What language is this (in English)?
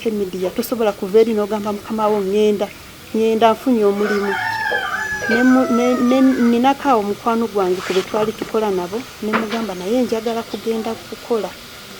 Ganda